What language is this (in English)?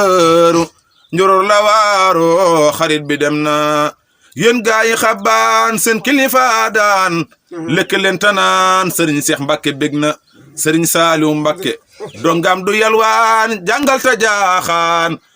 Wolof